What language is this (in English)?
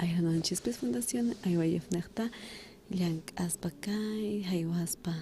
South Bolivian Quechua